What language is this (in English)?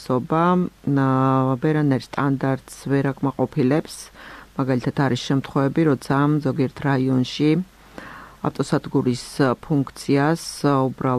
Georgian